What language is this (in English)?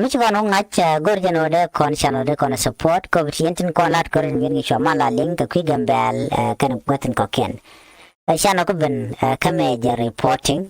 Nuer